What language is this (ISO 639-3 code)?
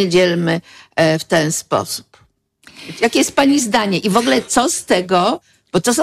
pol